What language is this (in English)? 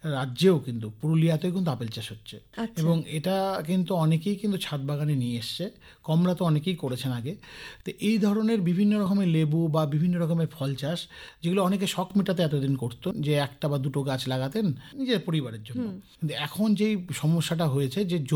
Bangla